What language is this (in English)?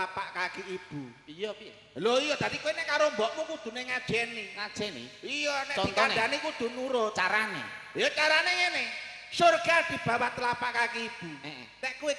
Javanese